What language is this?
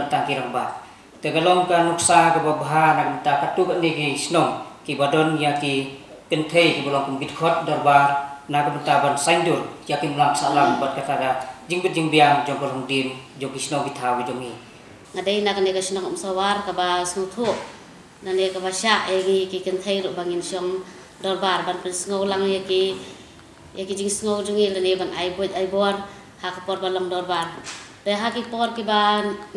Khasi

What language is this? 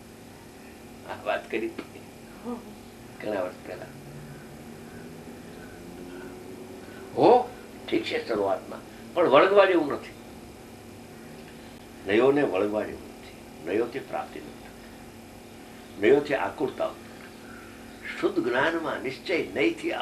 Gujarati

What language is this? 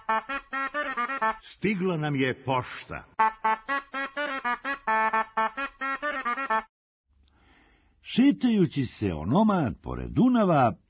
Serbian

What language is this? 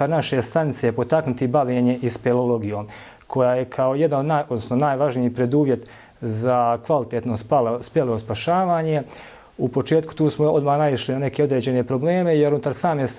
Bosnian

